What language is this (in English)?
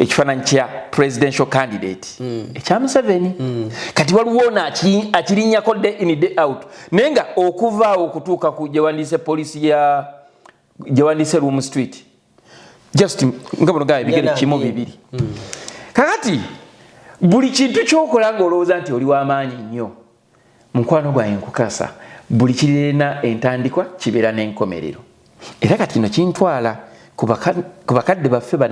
Ganda